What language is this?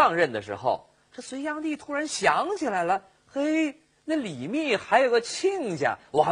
Chinese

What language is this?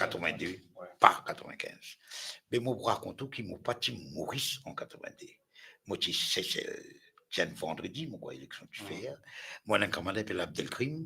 Morisyen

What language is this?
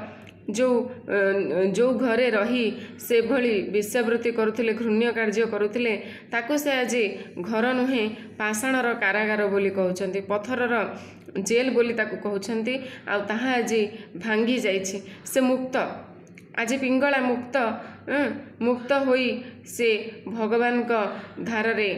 Odia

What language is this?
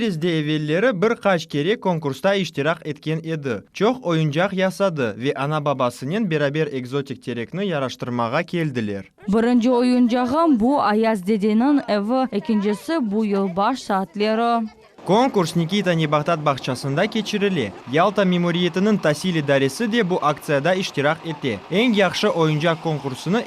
Crimean Tatar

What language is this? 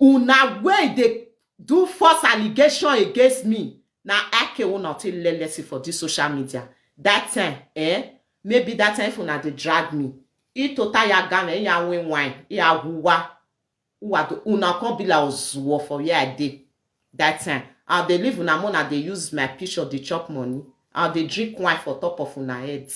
Nigerian Pidgin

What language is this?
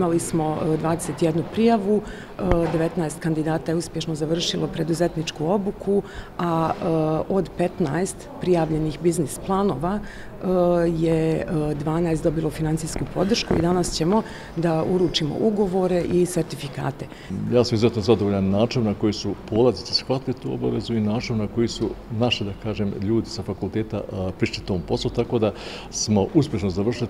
Bosnian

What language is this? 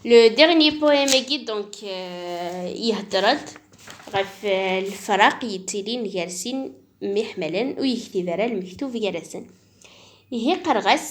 Kabyle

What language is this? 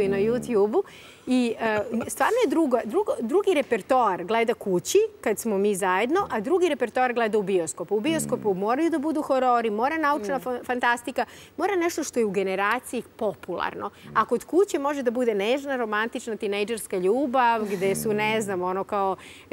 Serbian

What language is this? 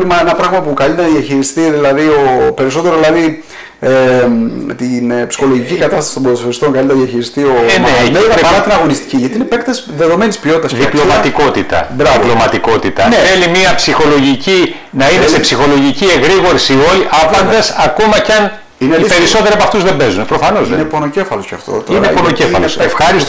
Greek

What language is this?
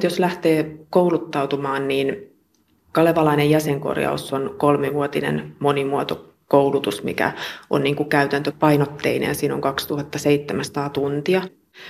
Finnish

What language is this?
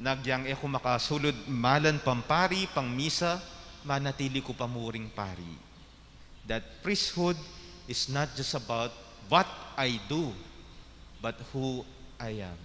Pampanga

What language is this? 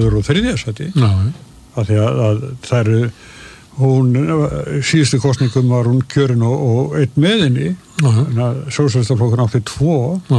Icelandic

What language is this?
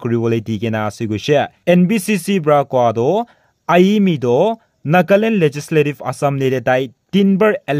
Naga Pidgin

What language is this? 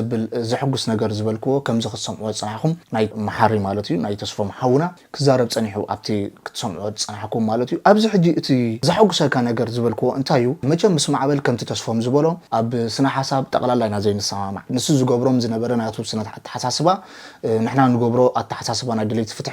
Tigrinya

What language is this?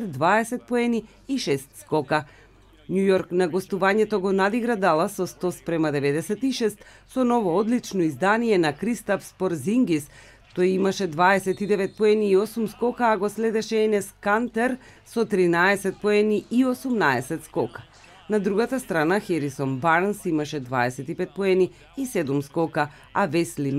Macedonian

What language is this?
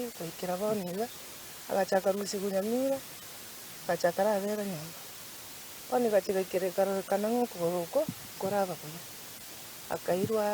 Gusii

